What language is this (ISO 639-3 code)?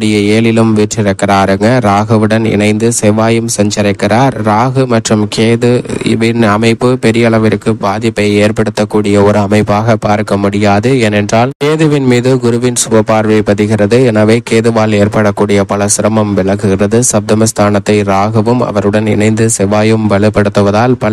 tam